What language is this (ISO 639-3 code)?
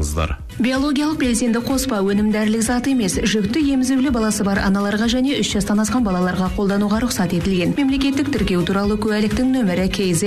kaz